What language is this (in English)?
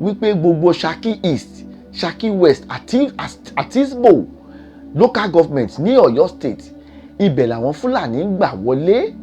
Yoruba